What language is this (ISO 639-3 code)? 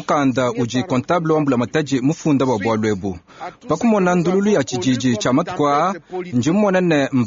lua